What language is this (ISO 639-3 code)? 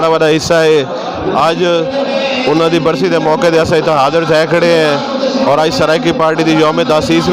skr